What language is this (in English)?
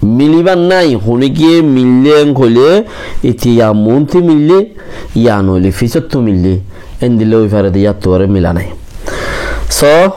Rohingya